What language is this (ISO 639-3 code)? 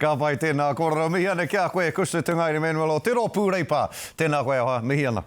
mri